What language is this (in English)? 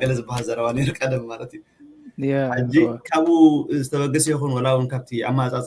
Tigrinya